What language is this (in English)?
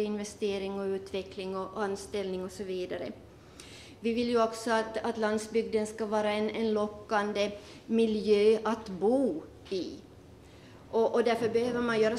Swedish